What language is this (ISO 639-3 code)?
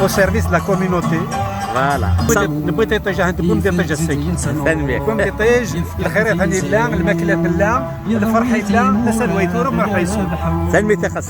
kab